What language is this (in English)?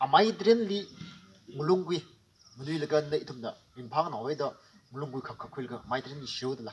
Tangkhul Naga (India)